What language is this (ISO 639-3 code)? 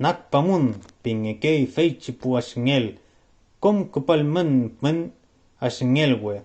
arn